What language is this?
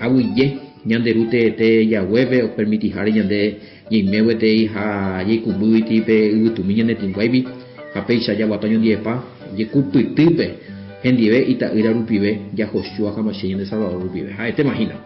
Guarani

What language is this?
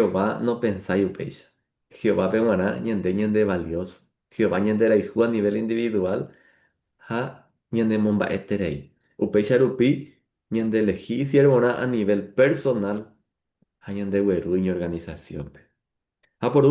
Guarani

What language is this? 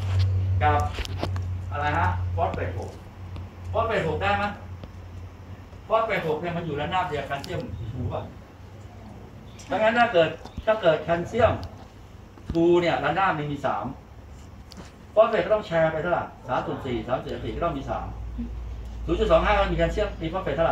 Thai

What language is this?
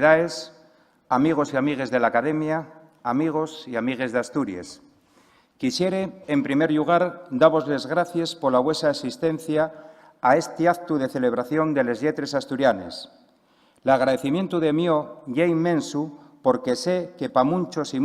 Asturian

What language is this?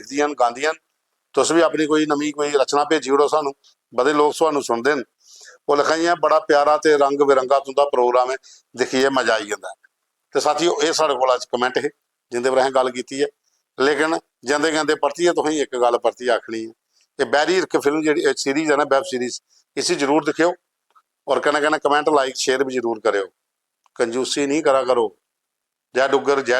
Dogri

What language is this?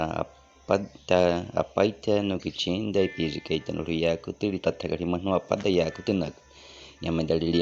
Baniwa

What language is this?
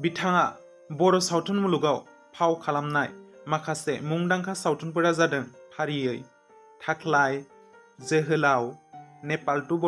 Bodo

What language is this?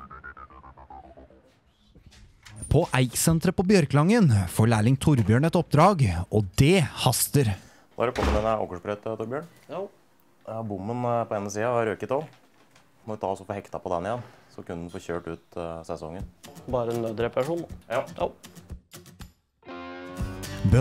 Norwegian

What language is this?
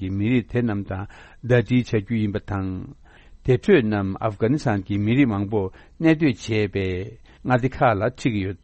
Tibetan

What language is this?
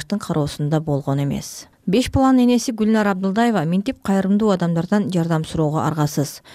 Kyrgyz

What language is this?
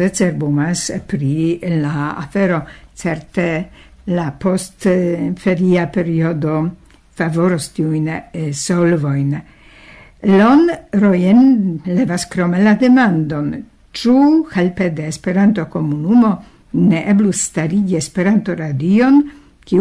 Esperanto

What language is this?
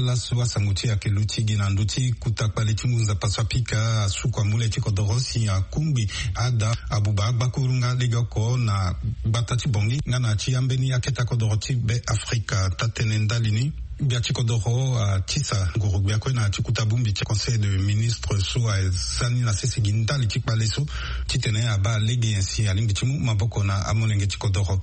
Sango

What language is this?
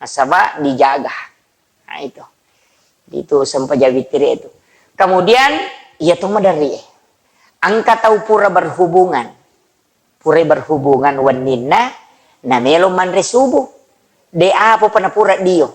Buginese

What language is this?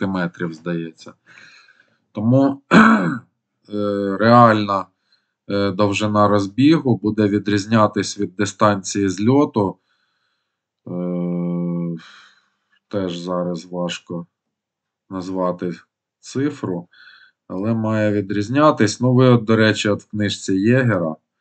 Ukrainian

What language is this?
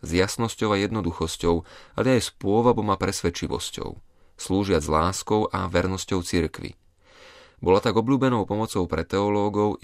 Slovak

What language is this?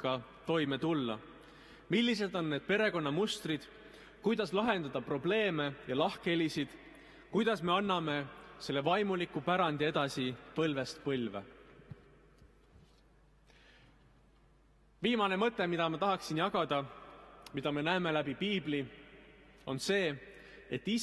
Estonian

